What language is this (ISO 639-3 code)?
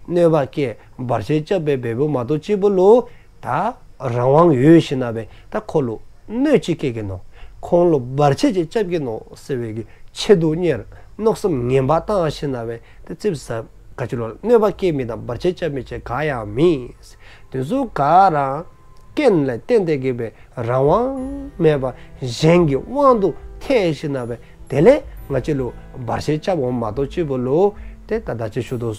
dzo